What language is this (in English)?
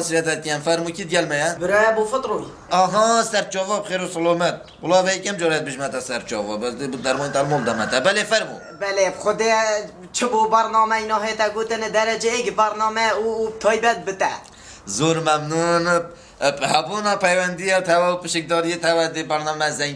Kurdish